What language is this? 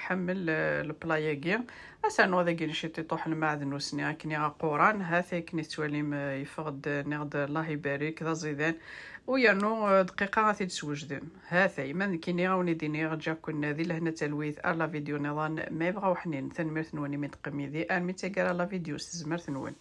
Kabyle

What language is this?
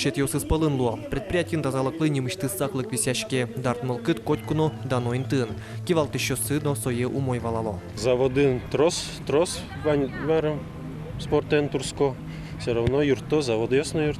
Udmurt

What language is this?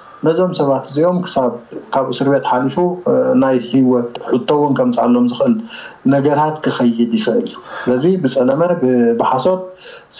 Tigrinya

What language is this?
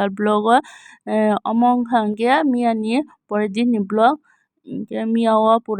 Kok Borok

